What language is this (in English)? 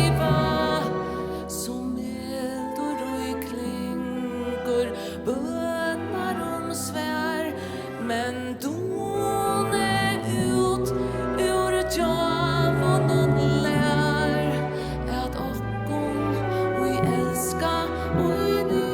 Faroese